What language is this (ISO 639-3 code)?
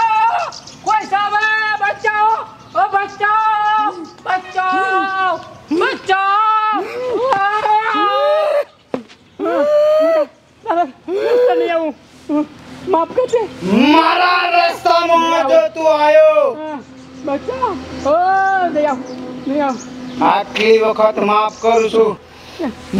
guj